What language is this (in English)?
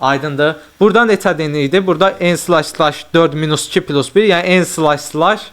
Azerbaijani